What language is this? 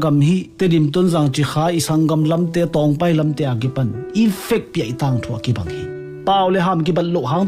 Tedim Chin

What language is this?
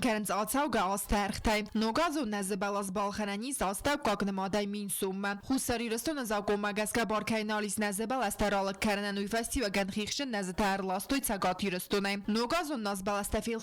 Ossetic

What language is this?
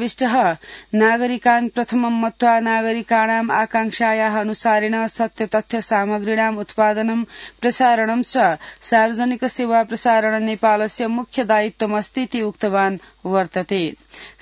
Sanskrit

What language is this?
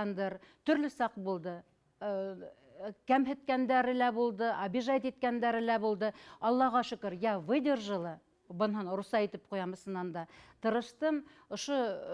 Bashkir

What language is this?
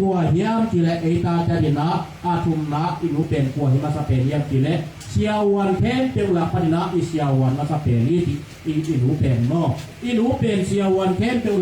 Tedim Chin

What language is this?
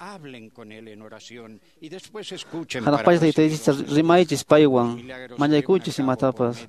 Quechua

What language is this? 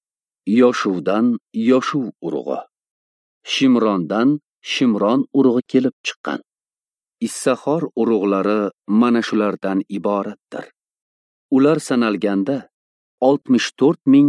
Uzbek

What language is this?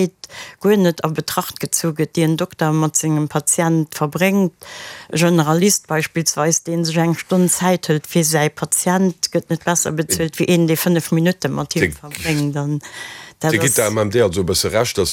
Luxembourgish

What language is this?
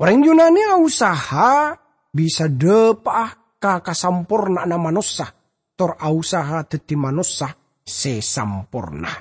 Madurese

